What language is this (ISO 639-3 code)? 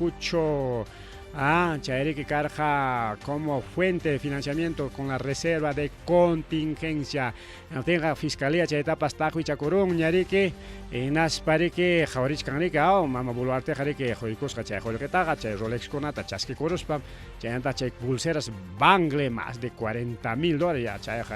quy